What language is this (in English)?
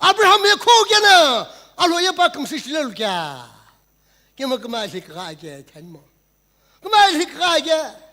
Sumi Naga